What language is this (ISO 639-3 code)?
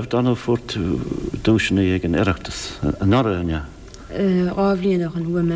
gle